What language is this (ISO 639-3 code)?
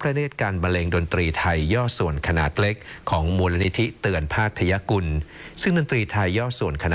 tha